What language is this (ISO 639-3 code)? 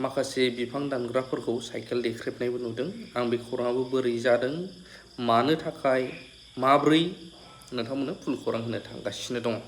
brx